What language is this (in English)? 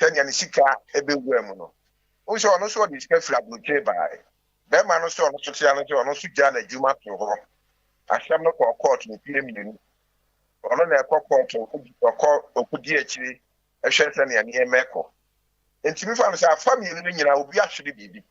Akan